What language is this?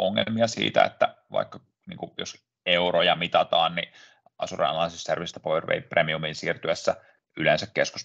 Finnish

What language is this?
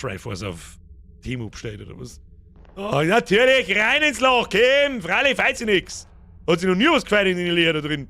Bavarian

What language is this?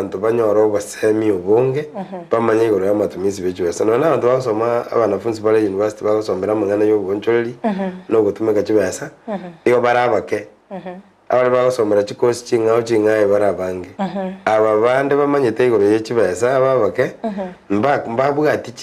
Gusii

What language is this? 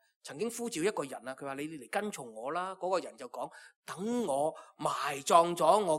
Cantonese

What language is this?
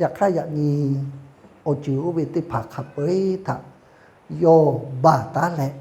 Lahu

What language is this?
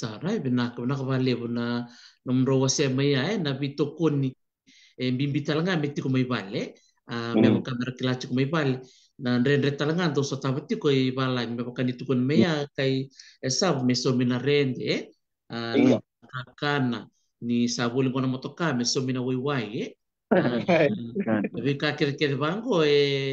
Fijian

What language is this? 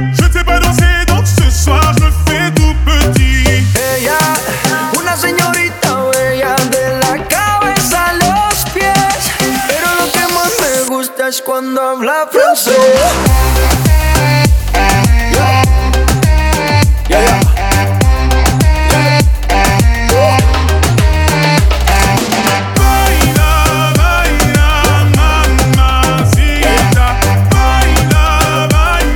Spanish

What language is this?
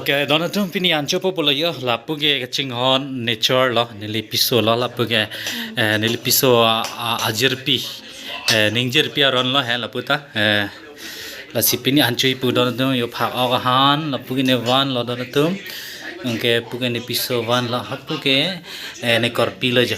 Karbi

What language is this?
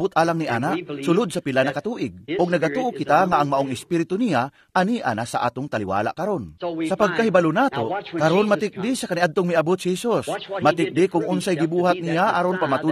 Cebuano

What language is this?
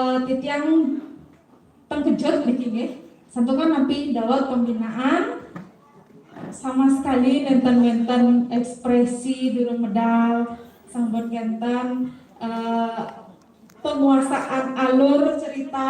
Balinese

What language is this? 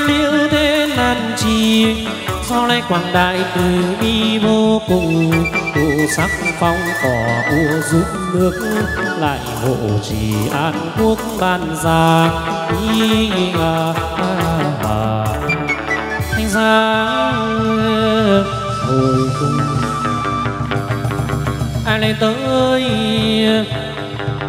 Vietnamese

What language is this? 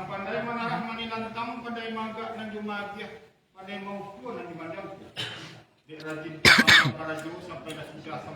Minangkabau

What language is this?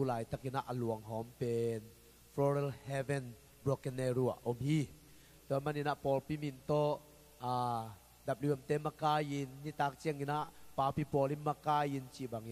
Tedim Chin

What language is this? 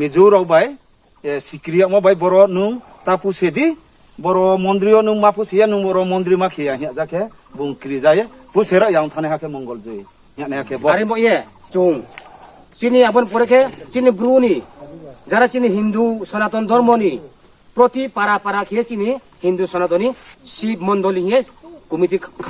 Riang (India)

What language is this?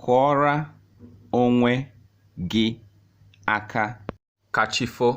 Igbo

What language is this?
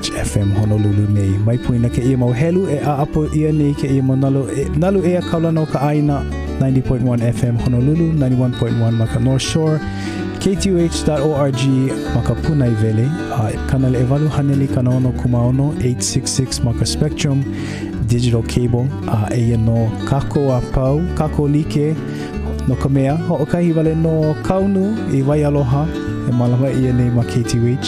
Hawaiian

